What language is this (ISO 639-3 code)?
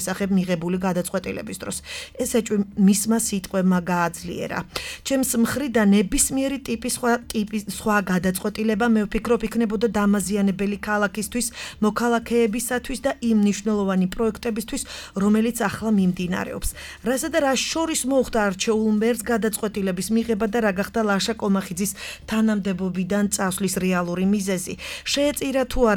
kat